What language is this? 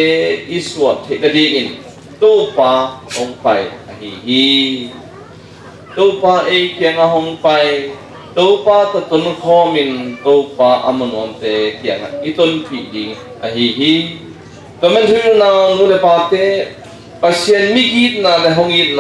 Tedim Chin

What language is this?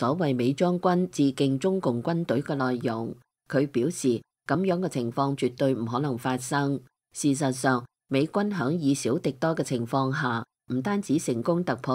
Cantonese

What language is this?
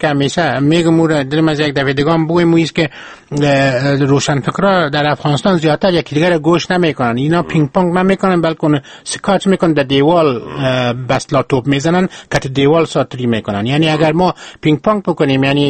Persian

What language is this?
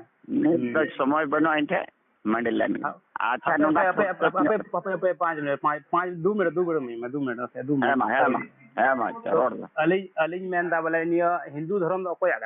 Santali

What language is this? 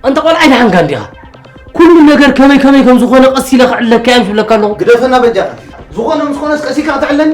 Tigrinya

